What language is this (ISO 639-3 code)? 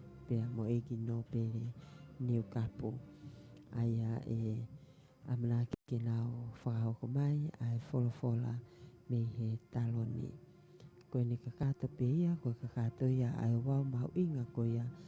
ton